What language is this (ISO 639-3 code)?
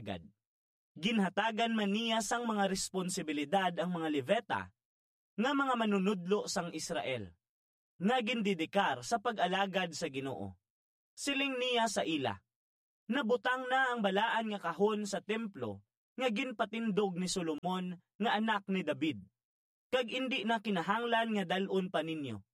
hil